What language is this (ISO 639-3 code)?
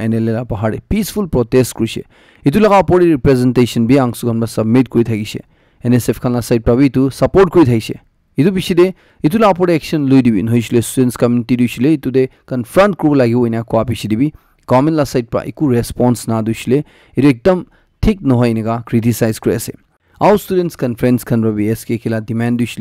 nag